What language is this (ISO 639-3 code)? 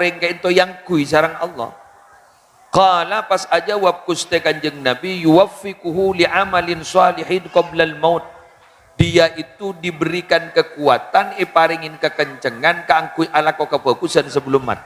mad